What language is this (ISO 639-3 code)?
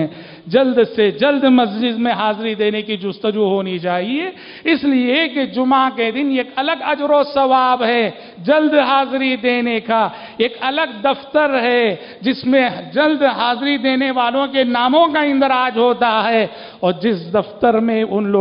urd